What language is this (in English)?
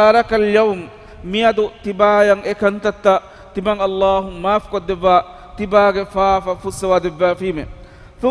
Divehi